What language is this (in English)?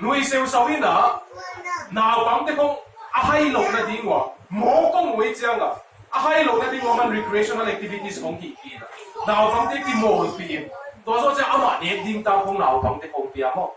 Tedim Chin